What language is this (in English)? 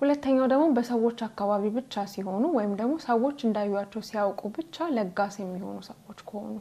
Amharic